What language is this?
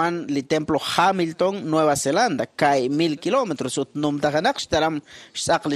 Kekchí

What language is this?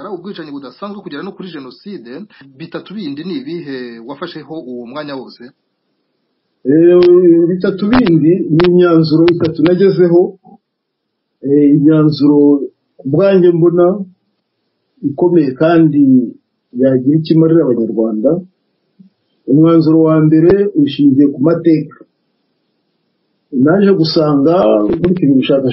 Kinyarwanda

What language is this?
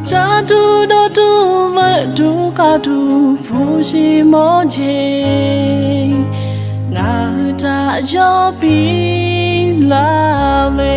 Lahu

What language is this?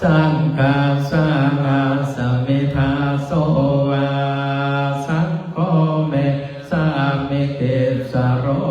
Pali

